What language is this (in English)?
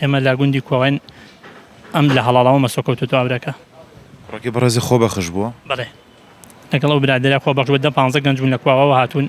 Central Kurdish